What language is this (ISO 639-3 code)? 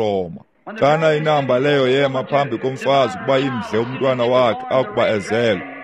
xho